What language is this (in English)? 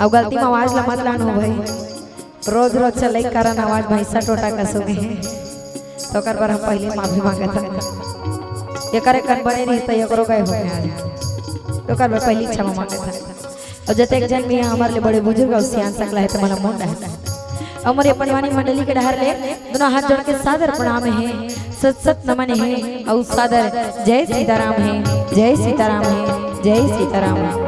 Chhattisgarhi